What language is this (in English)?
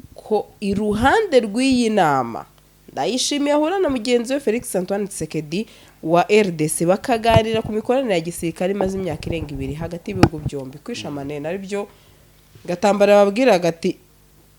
Kinyarwanda